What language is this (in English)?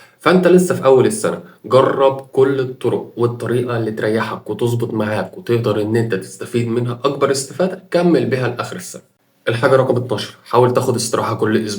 Egyptian Arabic